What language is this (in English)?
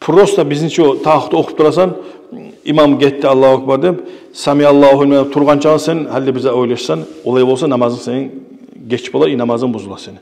Kumyk